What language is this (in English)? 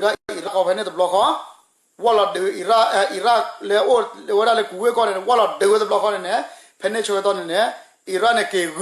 S'gaw Karen